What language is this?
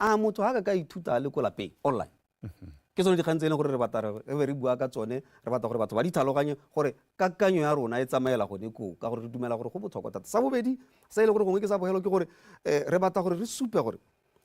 Tswana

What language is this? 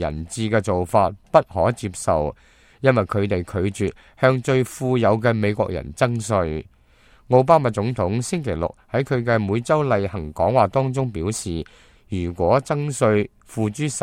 Cantonese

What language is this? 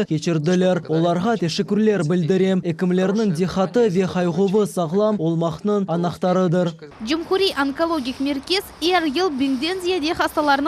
Crimean Tatar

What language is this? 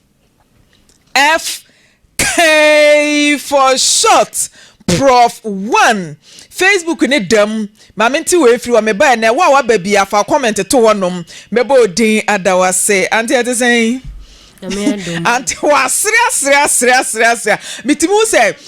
Akan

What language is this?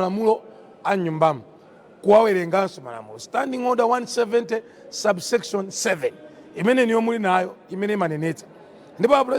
Nyanja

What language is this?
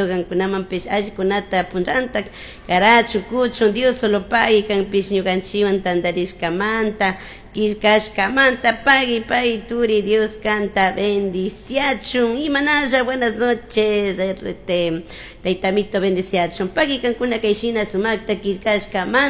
Chimborazo Highland Quichua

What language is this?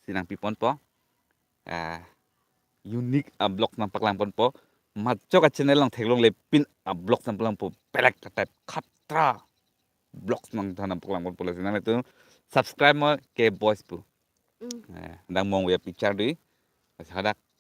Karbi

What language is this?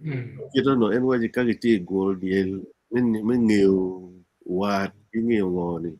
Acoli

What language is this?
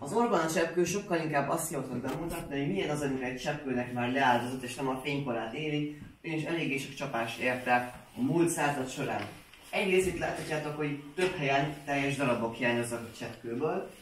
Hungarian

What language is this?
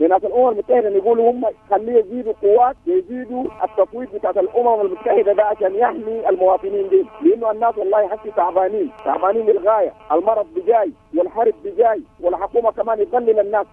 Sudanese Arabic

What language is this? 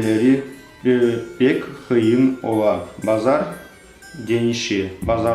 Crimean Tatar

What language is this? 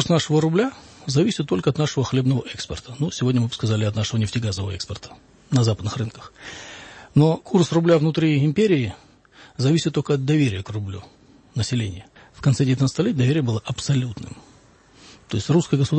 Russian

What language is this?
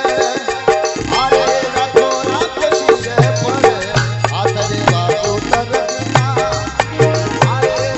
Bhojpuri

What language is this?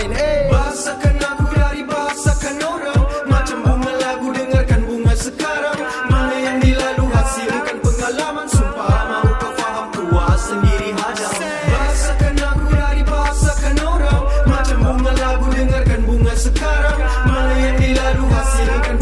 Malay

